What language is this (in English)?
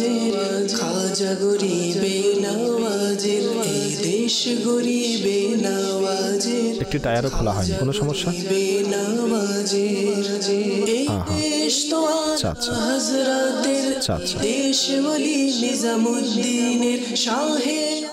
Bangla